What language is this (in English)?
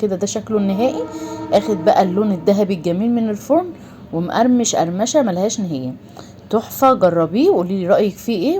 Egyptian Arabic